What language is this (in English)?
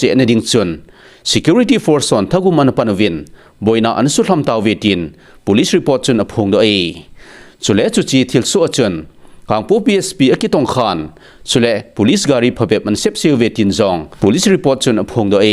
Thado Chin